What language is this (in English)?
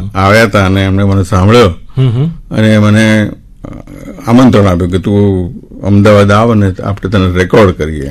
Gujarati